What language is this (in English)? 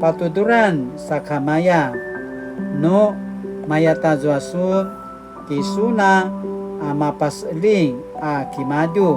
Paiwan